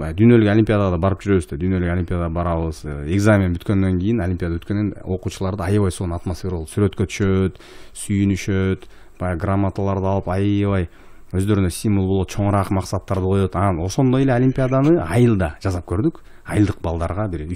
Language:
Kyrgyz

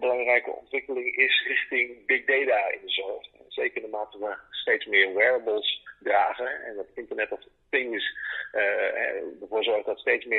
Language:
Dutch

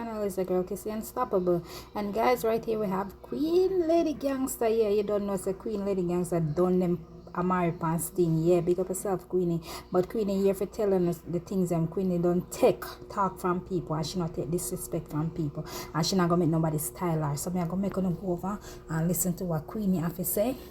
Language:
Jamaican Creole English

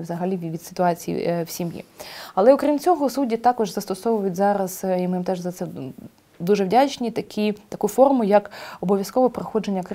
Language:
Ukrainian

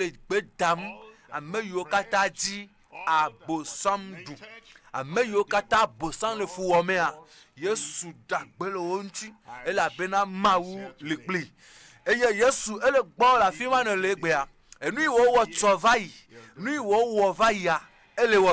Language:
Ewe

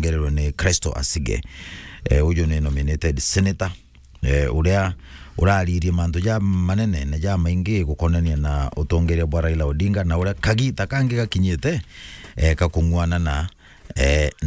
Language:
Meru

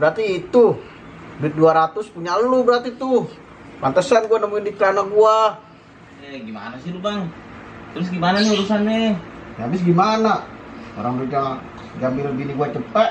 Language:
Betawi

